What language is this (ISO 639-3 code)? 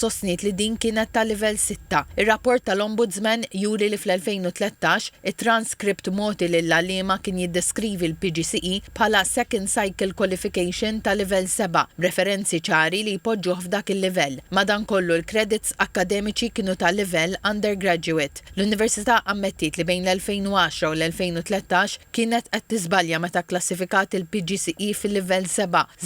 mlt